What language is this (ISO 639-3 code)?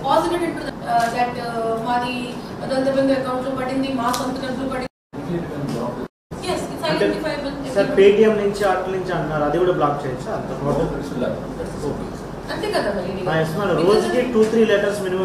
tel